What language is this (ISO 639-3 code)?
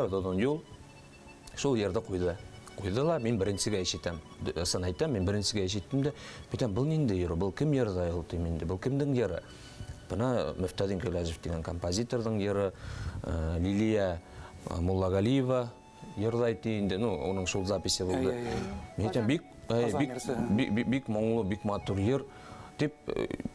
bak